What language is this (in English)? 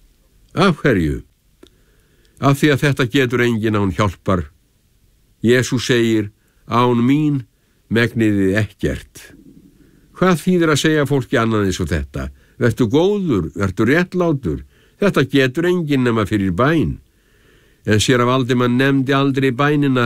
Icelandic